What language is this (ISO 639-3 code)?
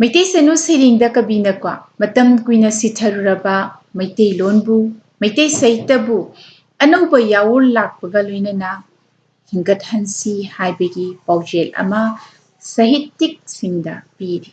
mni